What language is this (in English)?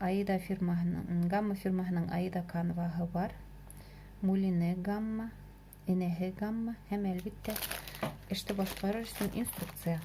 Bashkir